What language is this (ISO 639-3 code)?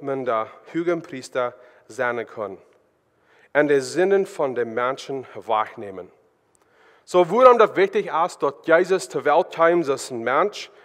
pdt